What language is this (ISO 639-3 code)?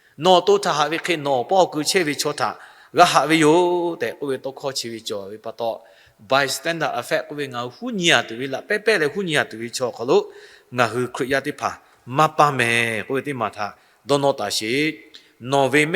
lhu